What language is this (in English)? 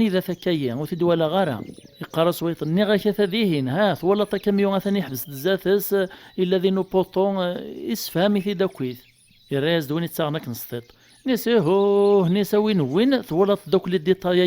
Kabyle